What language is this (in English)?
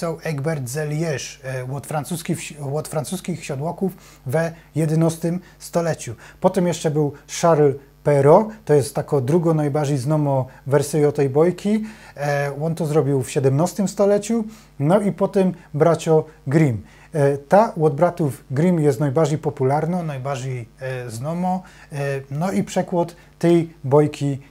Silesian